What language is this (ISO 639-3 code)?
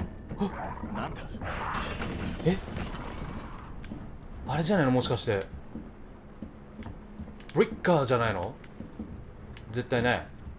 jpn